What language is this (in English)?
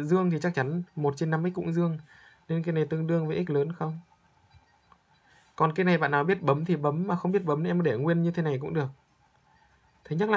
Vietnamese